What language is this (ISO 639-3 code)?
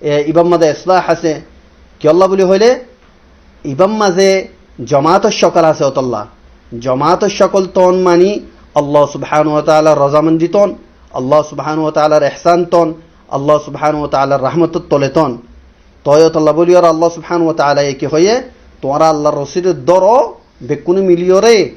rhg